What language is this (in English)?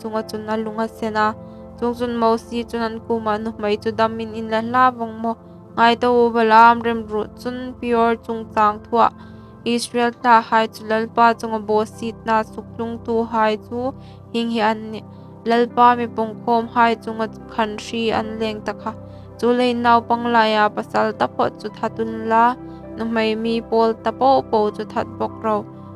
Hmar